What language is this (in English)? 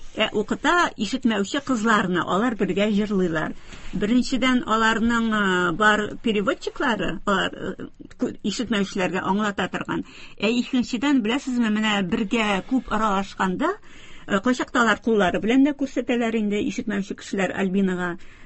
Tatar